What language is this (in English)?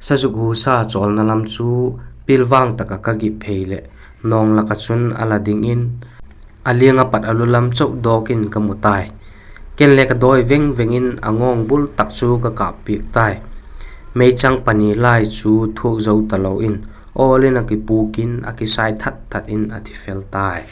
Vaiphei